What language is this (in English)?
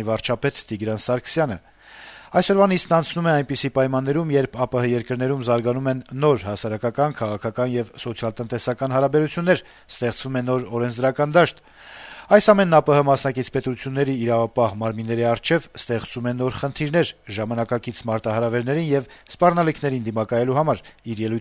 Armenian